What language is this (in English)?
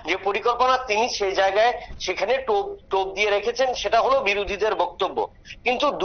Bangla